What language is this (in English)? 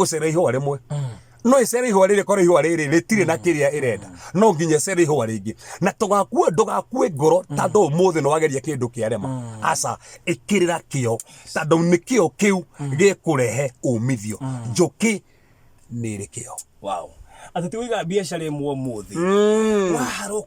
Kikuyu